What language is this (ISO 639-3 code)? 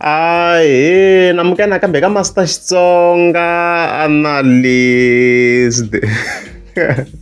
tso